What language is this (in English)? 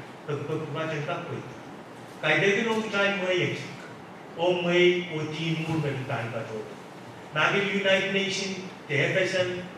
Pohnpeian